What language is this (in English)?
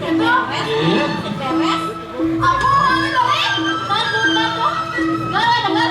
Balinese